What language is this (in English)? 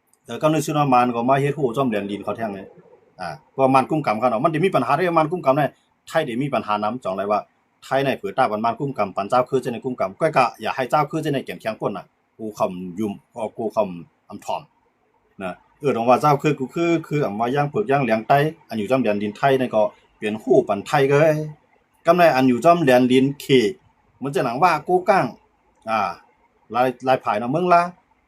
Shan